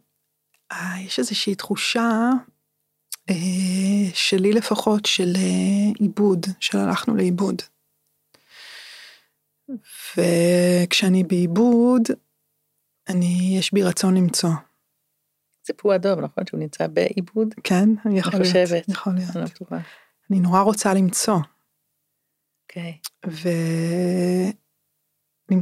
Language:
Hebrew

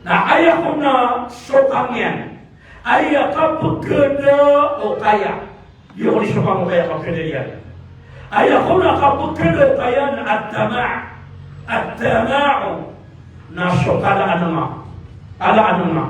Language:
Maranao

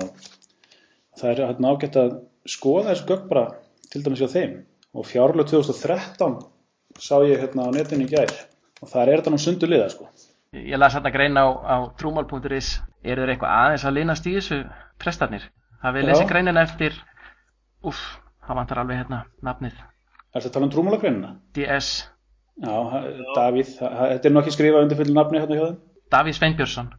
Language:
Icelandic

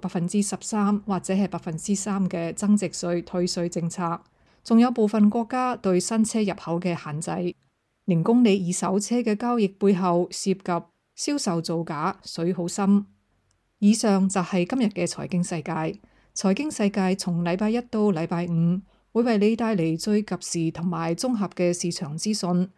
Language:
Cantonese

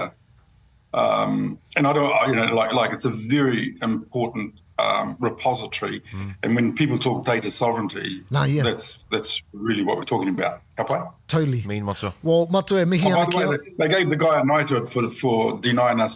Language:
Māori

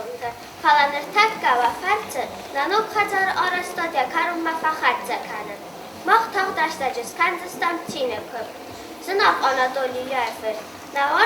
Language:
Ossetic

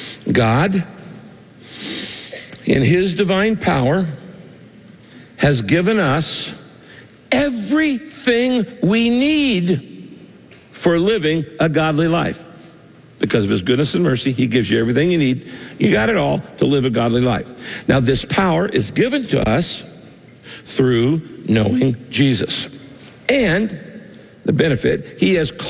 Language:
English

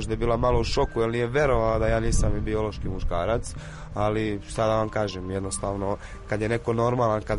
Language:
Serbian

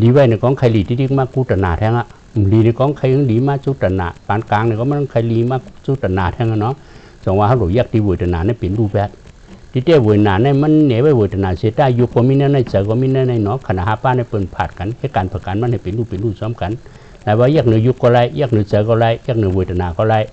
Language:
Shan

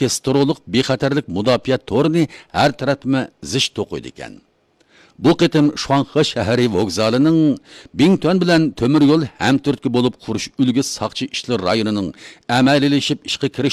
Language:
Uyghur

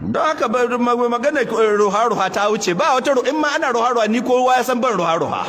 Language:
Hausa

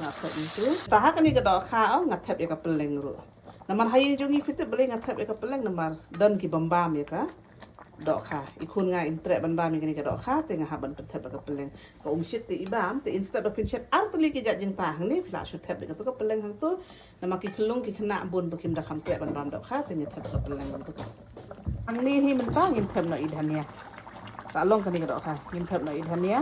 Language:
Khasi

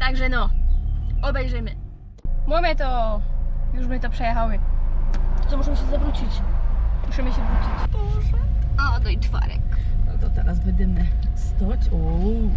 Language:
Silesian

